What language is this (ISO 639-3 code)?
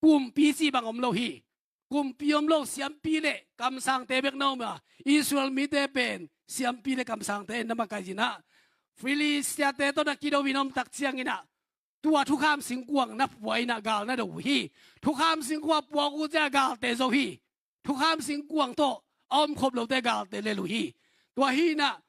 ctd